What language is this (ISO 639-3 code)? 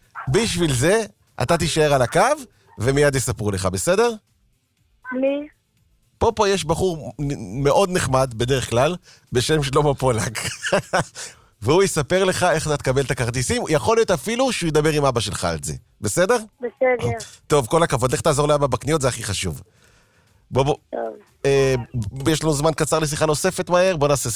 heb